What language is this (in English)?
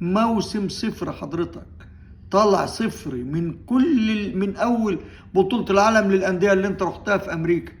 Egyptian Arabic